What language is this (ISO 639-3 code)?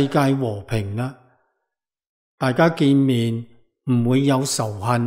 yue